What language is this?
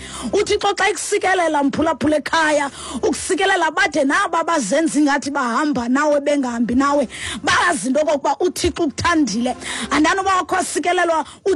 Xhosa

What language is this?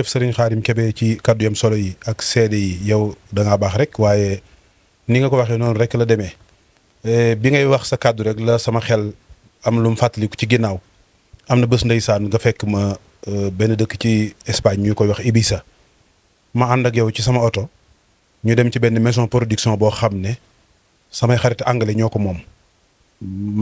Wolof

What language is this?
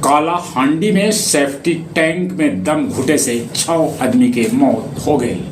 Magahi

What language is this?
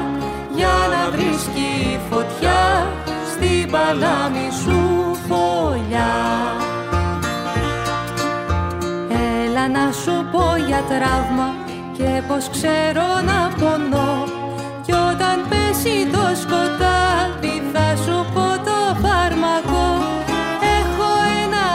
Greek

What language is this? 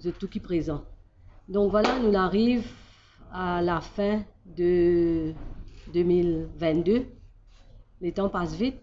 Morisyen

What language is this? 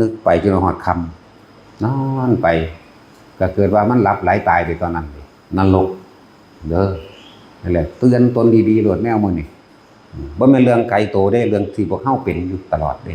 Northeastern Thai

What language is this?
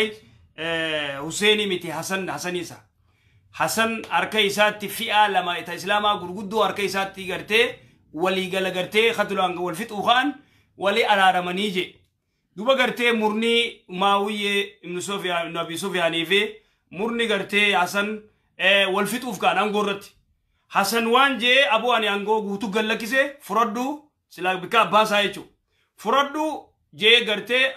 Oromo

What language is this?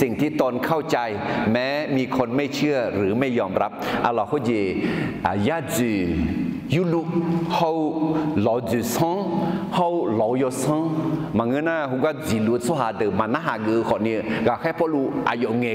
Akha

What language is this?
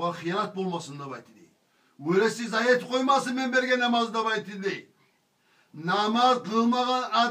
Kumyk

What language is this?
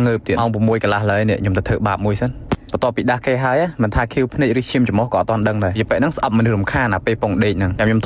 Khmer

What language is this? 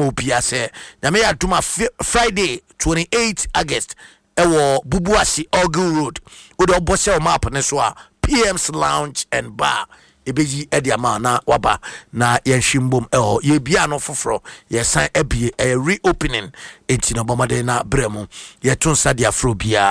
Akan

